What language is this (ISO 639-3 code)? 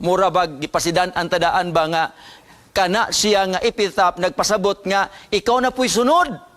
ceb